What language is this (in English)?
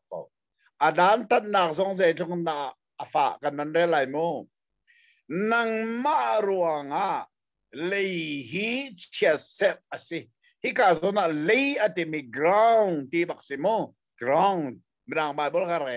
Hakha Chin